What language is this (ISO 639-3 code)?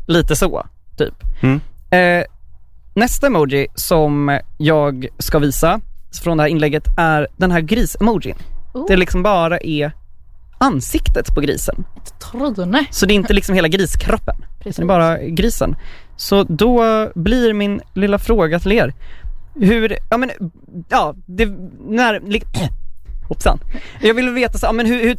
swe